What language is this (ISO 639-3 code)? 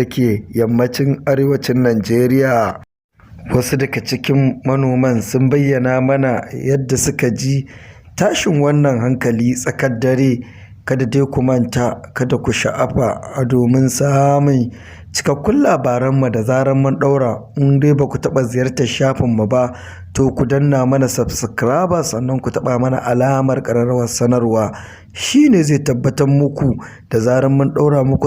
hau